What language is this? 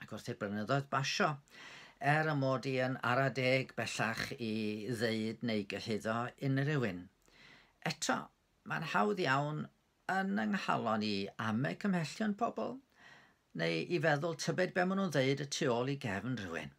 Welsh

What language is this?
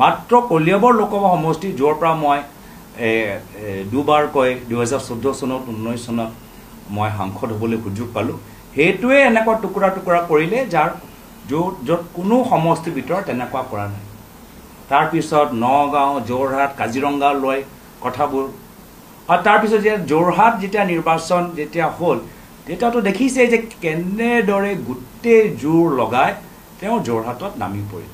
Assamese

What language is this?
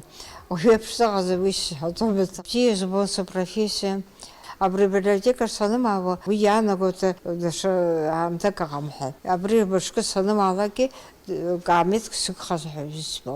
Abkhazian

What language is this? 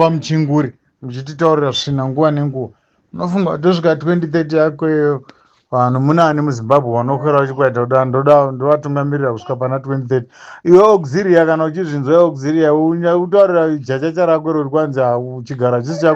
Shona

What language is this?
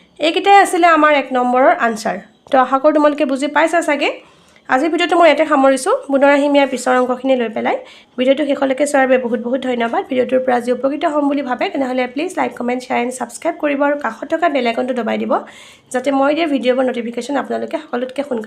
Assamese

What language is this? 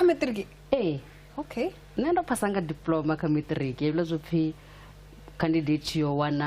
Venda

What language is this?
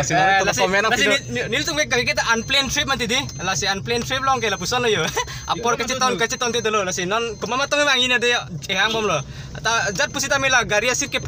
Karbi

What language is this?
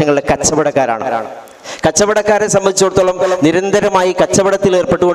Malayalam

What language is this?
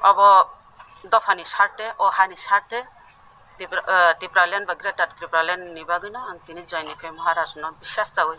Kok Borok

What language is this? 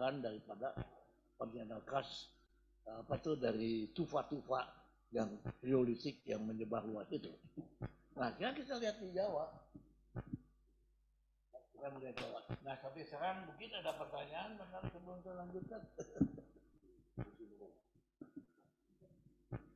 Indonesian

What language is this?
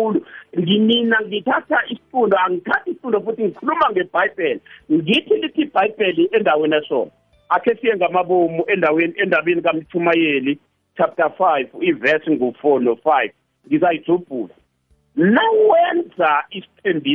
South Ndebele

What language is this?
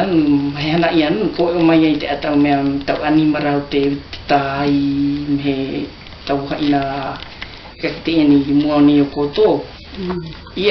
South Marquesan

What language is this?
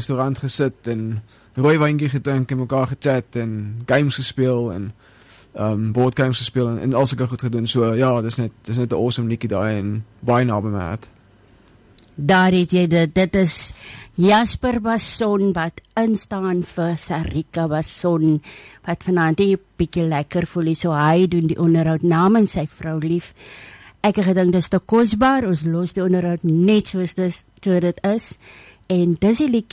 Afrikaans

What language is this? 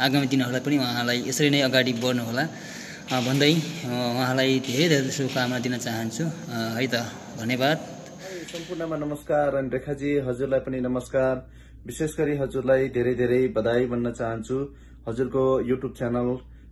Nepali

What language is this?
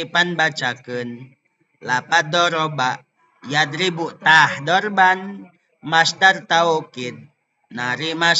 Sundanese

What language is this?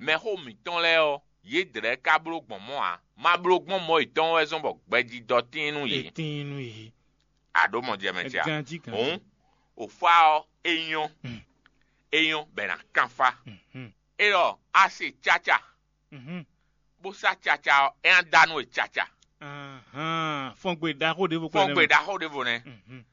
Fon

